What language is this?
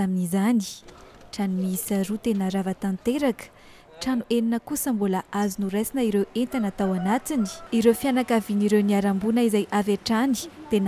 Malagasy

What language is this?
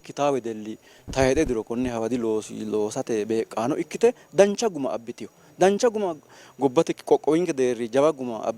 Sidamo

